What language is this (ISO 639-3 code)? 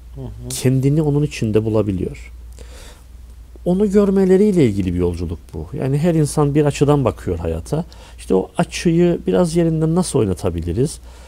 tur